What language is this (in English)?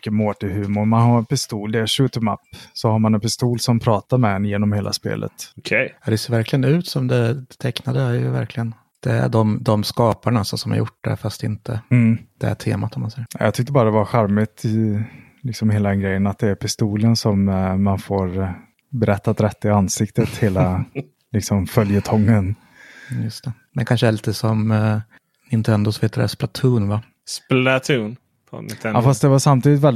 Swedish